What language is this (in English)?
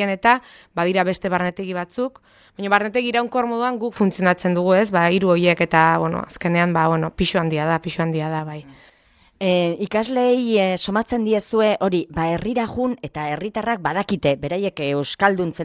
Basque